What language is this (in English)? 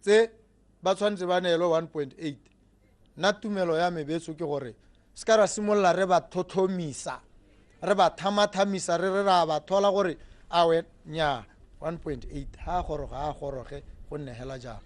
Tswana